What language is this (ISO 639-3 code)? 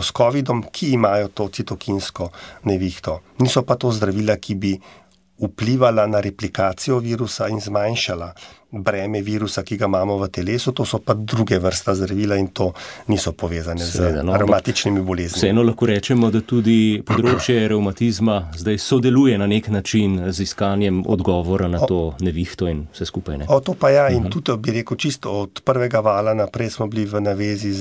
slv